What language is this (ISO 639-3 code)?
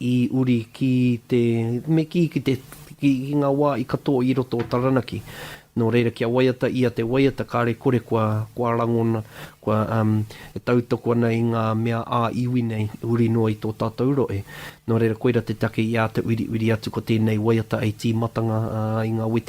mri